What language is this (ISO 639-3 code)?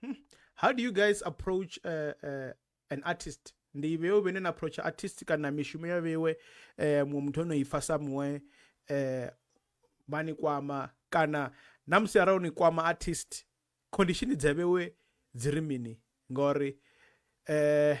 ven